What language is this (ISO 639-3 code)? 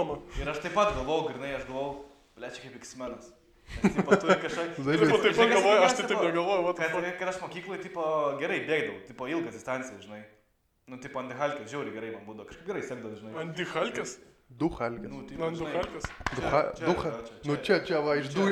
lit